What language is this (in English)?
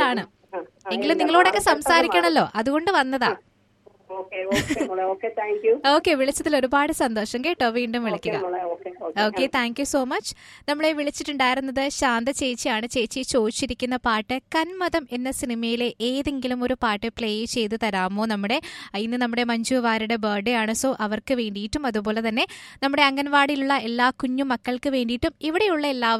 Malayalam